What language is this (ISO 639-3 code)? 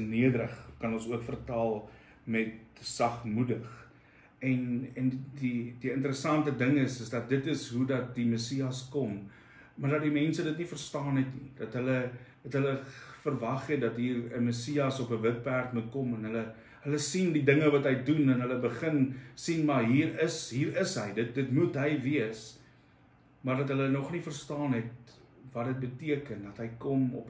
afr